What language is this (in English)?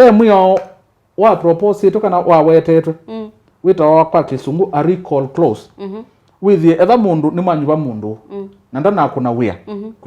Kamba